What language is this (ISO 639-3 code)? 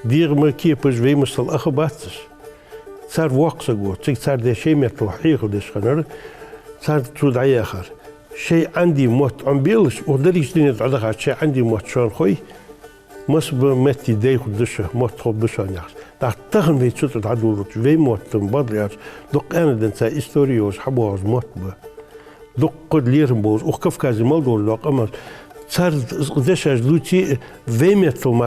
inh